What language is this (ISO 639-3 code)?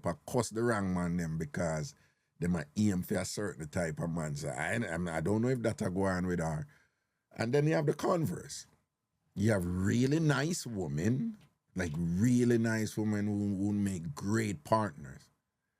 jam